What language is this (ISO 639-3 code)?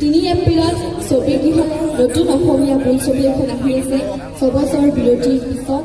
asm